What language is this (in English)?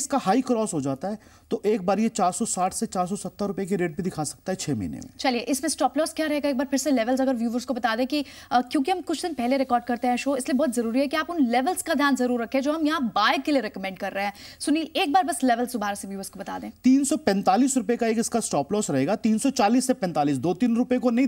Hindi